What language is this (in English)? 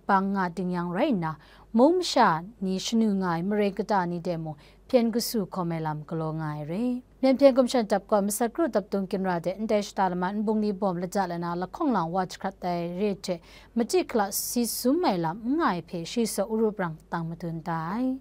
Kachin